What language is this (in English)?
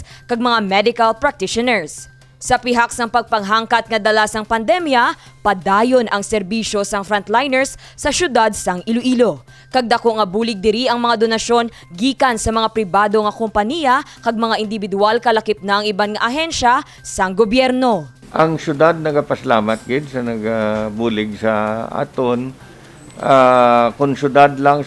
Hiligaynon